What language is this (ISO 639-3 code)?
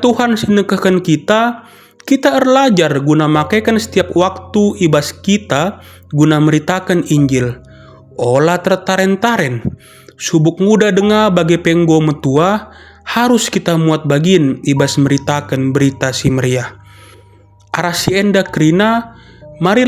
btx